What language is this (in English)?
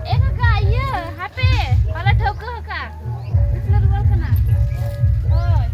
Santali